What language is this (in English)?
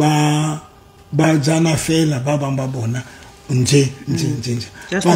Southern Sotho